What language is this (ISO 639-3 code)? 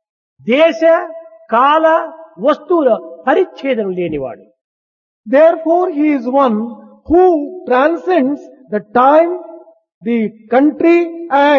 tel